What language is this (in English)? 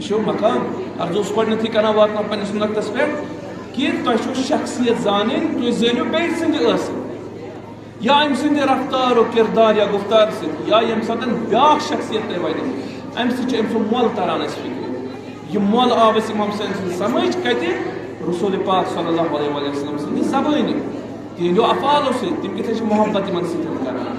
Kashmiri